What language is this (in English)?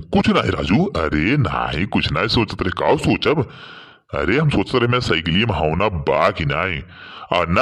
Awadhi